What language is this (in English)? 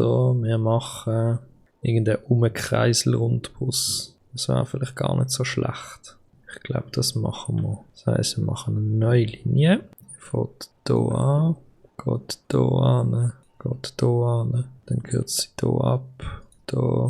Swiss German